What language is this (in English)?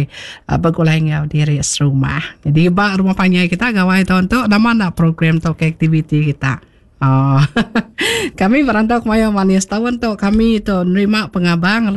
Iban